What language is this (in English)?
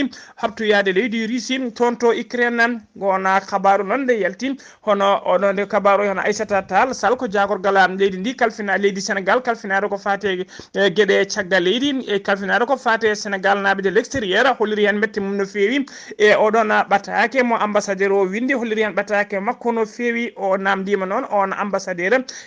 Fula